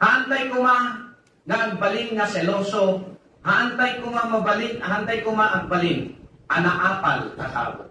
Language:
Iloko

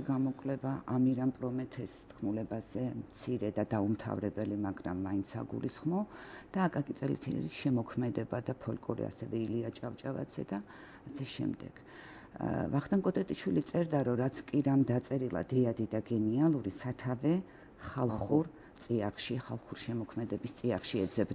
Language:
Georgian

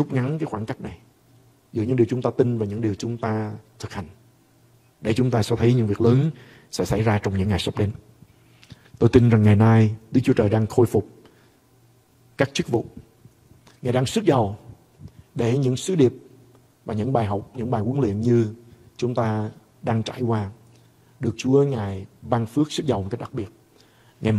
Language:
Vietnamese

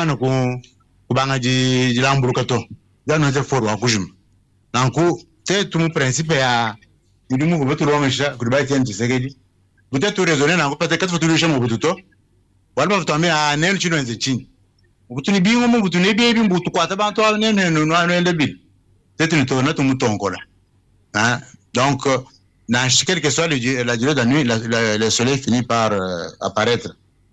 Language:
Luba-Lulua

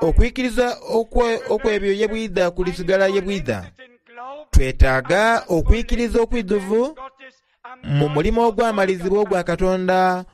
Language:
Soga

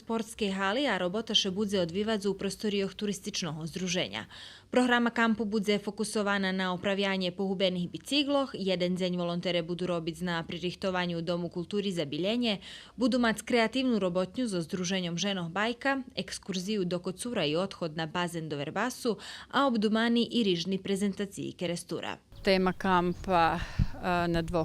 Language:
Rusyn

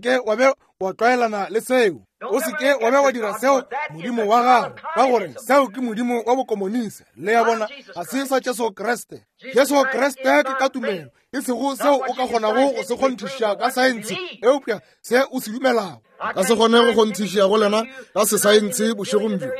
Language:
Northern Sotho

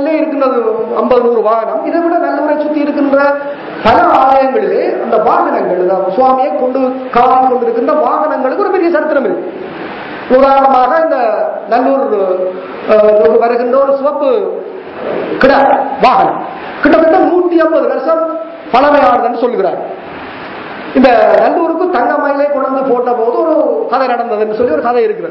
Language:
Tamil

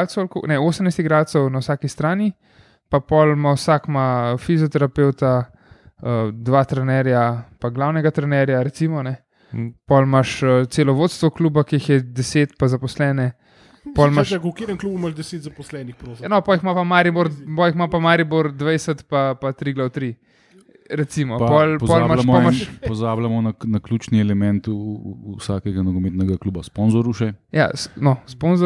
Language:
Slovenian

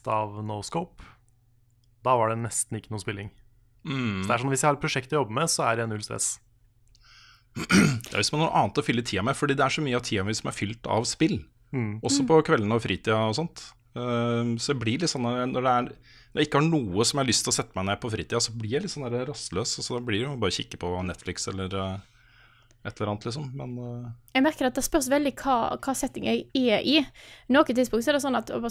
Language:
Norwegian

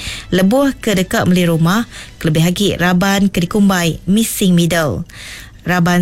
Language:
Iban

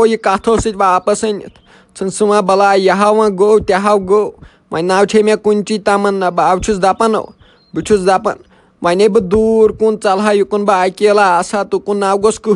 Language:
Kashmiri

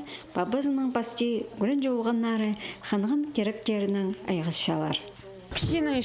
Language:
Khakas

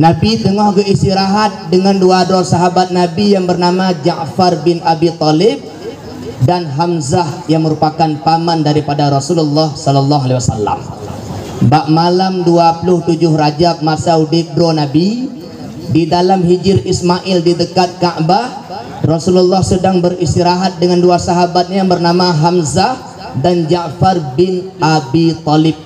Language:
Achinese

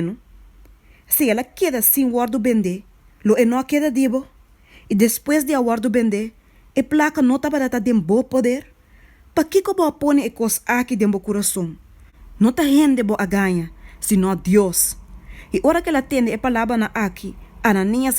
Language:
Papiamento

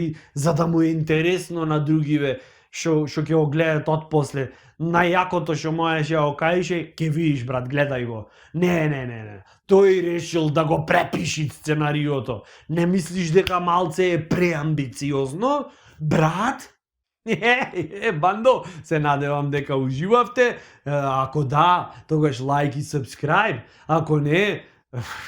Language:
Macedonian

